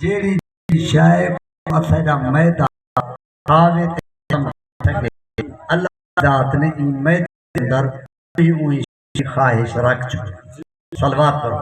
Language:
Saraiki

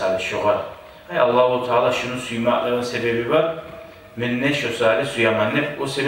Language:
Kumyk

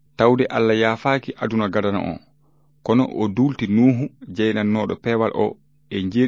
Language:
Fula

